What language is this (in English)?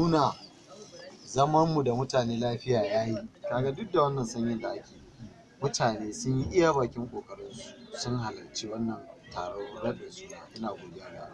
Hausa